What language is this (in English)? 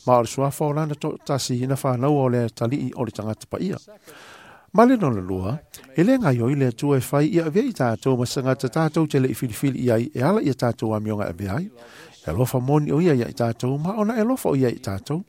Samoan